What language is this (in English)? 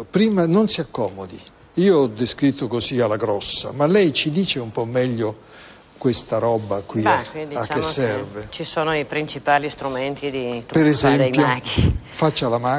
Italian